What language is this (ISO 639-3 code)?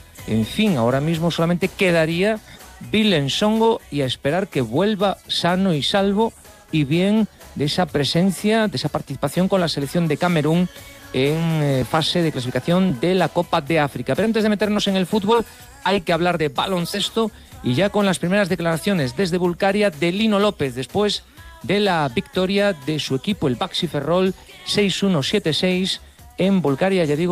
spa